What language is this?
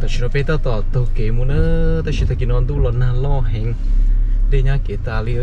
Hmong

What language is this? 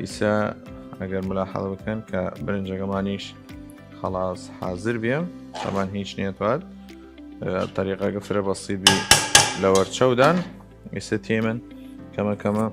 Southern Kurdish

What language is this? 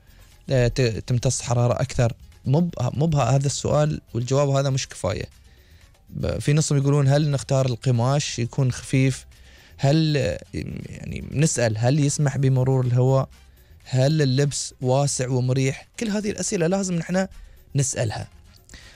Gulf Arabic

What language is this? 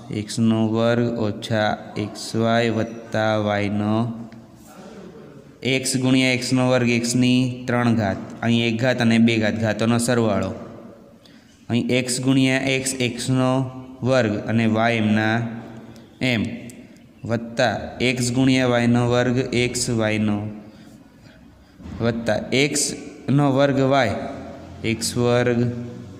Gujarati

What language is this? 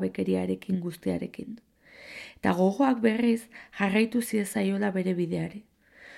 Basque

